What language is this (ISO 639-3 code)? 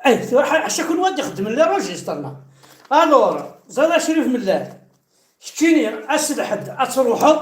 kab